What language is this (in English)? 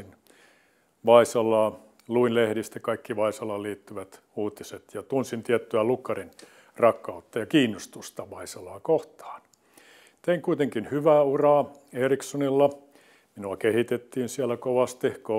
Finnish